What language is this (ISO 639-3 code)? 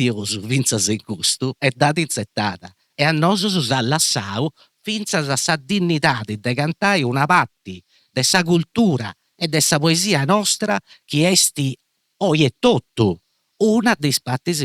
srd